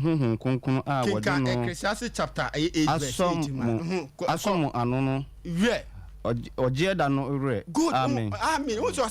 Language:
Akan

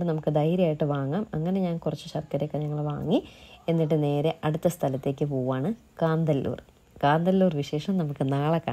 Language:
Malayalam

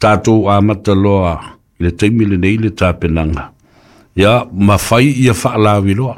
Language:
Samoan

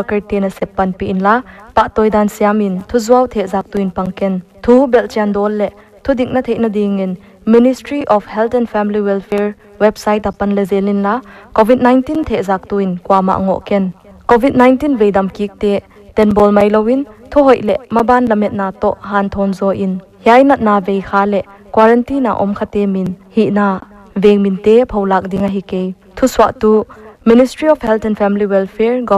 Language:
Paite Chin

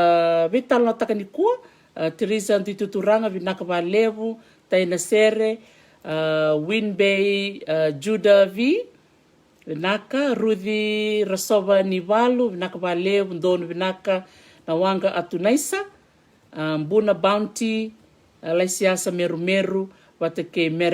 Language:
Fijian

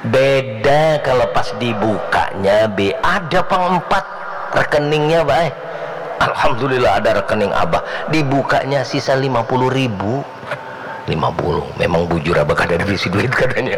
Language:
Banjar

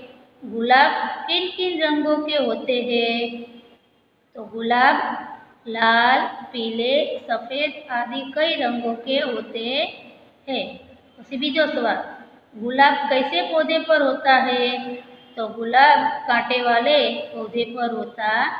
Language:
Gujarati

